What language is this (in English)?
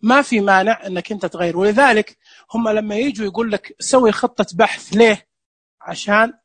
Najdi Arabic